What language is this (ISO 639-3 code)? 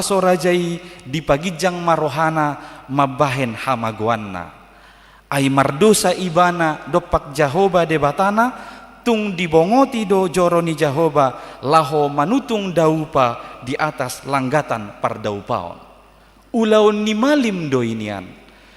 bbc